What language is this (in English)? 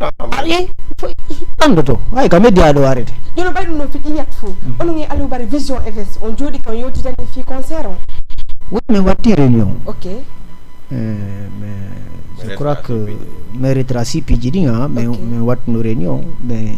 Fula